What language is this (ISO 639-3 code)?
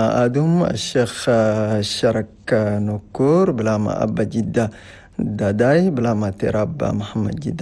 shu